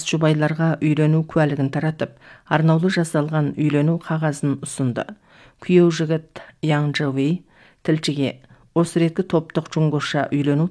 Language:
Kazakh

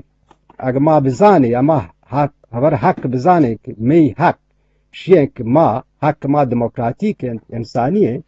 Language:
Eastern Balochi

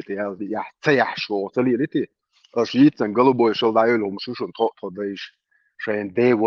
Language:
Chechen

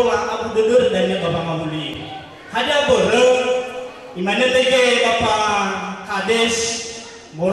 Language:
Nias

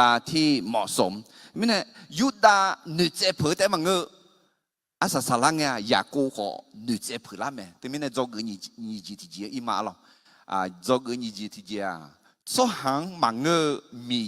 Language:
Akha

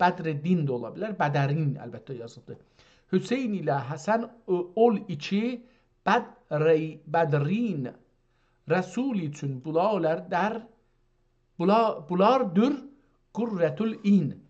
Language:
South Azerbaijani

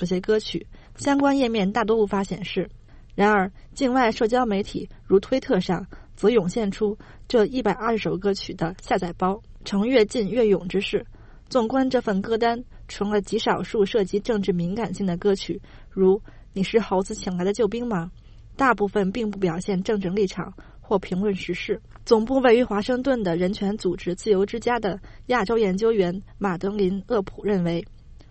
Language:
Chinese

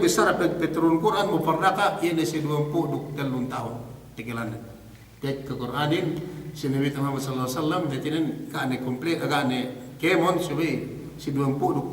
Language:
Yakan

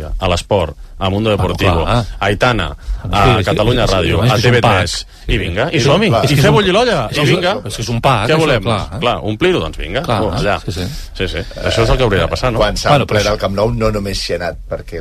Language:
Catalan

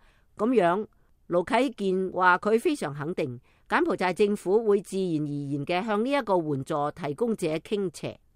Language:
Cantonese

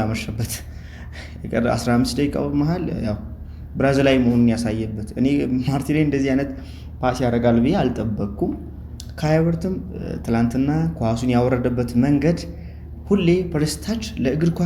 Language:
Amharic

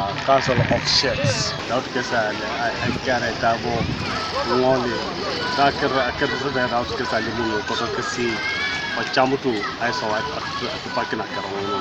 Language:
Teso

